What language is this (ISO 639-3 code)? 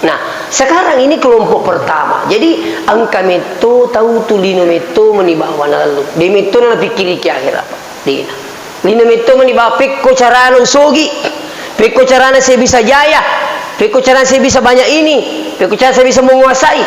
bug